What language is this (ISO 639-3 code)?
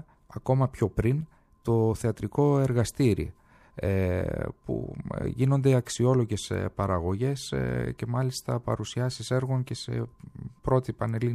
ell